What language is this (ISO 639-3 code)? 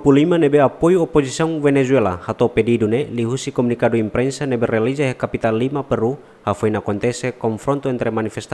tet